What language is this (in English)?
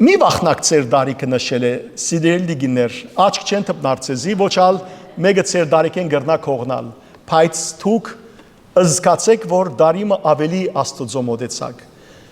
Western Armenian